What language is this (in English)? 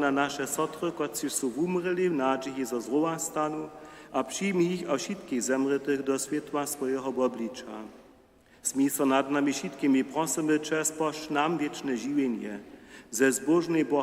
Upper Sorbian